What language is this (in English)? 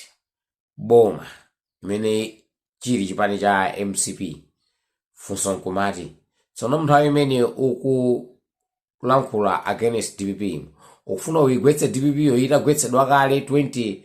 Nyanja